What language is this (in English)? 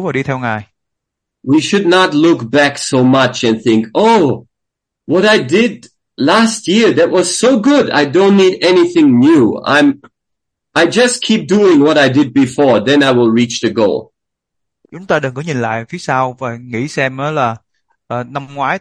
Vietnamese